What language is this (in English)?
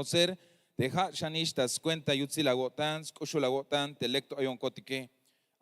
Tzeltal